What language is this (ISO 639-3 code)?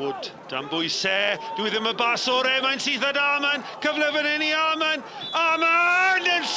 cym